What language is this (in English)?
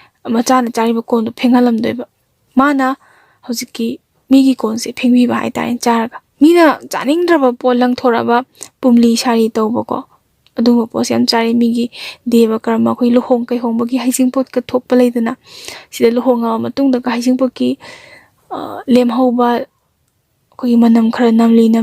Manipuri